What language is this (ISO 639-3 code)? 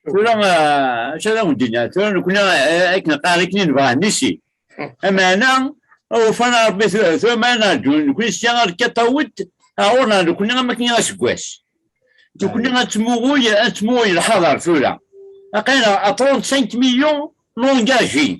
kab